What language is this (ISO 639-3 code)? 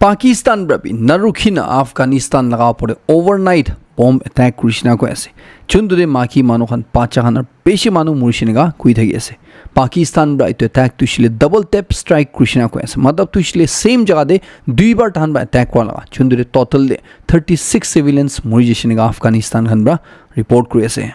nag